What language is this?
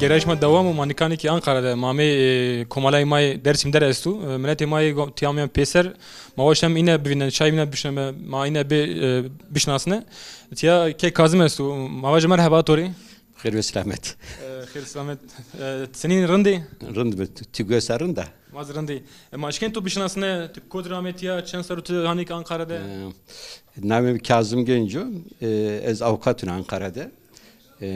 Zaza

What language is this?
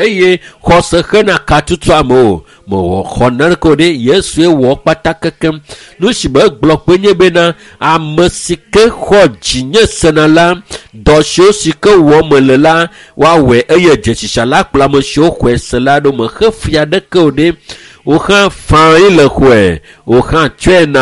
Ewe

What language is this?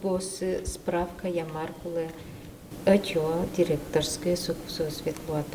Udmurt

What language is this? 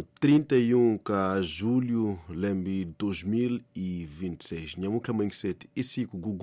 Tsonga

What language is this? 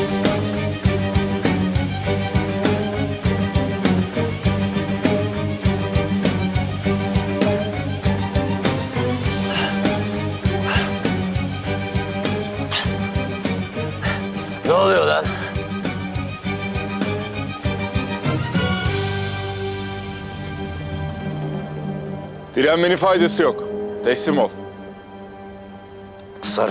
Turkish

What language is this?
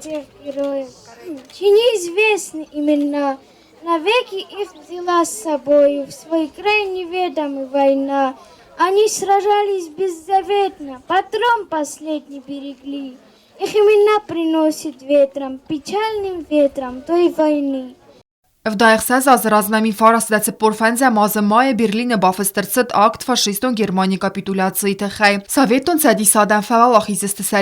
Ossetic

